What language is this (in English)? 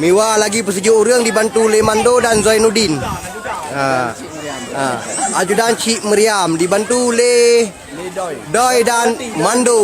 Achinese